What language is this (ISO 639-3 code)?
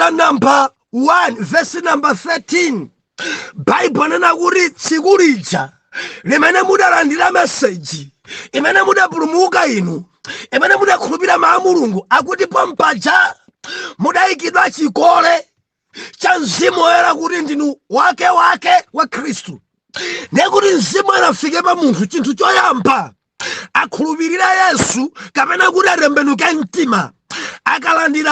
nya